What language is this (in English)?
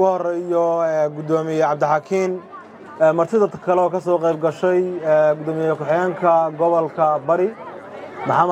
Somali